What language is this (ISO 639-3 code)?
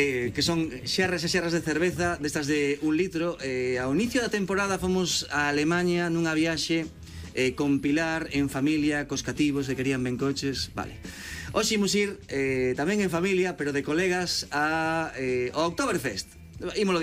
glg